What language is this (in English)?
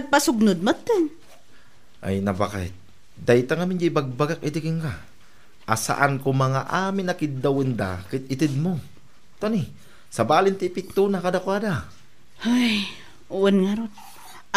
Iloko